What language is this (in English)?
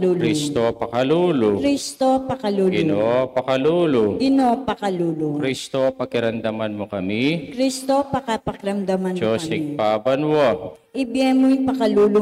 Pampanga